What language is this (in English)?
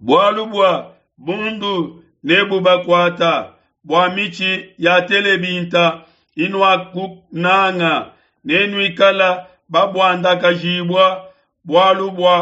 Luba-Lulua